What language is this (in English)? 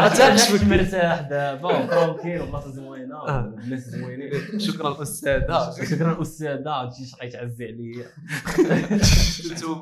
Moroccan Arabic